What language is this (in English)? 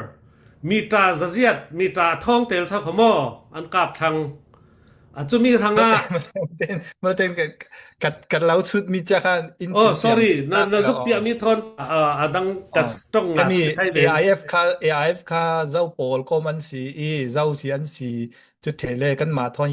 Falam Chin